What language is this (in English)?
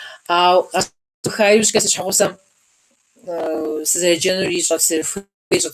Kabardian